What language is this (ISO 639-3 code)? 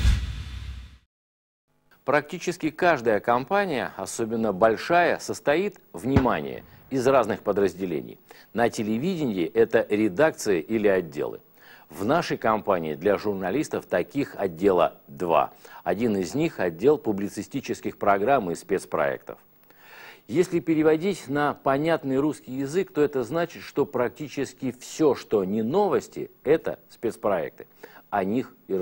rus